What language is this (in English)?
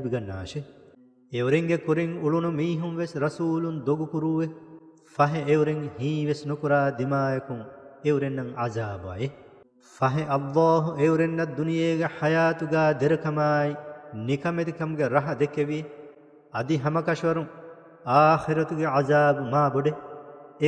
Divehi